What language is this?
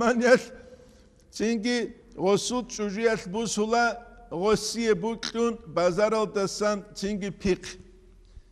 Avaric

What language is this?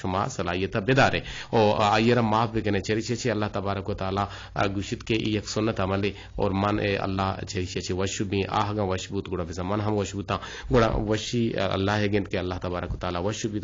Eastern Balochi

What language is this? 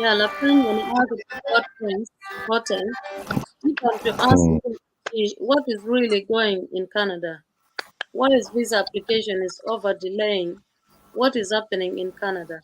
Acoli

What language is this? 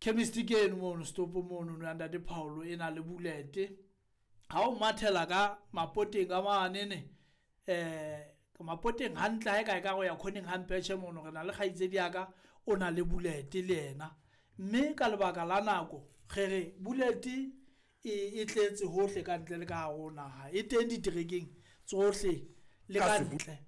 Southern Sotho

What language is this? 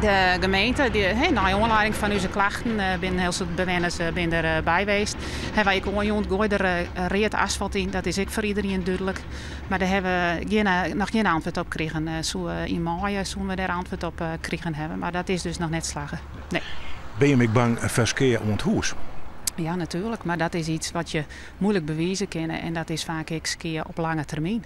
Western Frisian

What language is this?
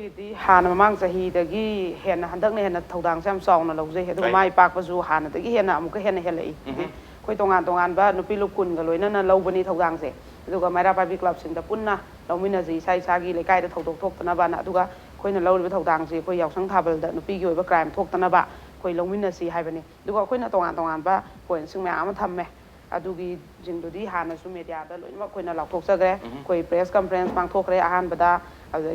Manipuri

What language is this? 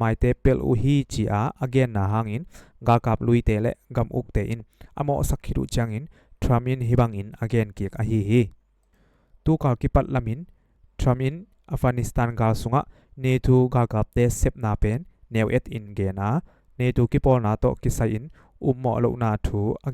Tedim Chin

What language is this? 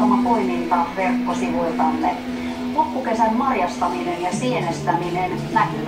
Finnish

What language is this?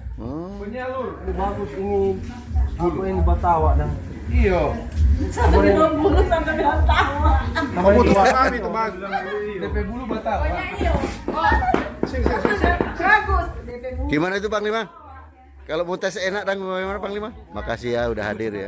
Manado Malay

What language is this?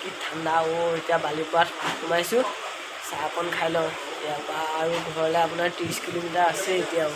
Assamese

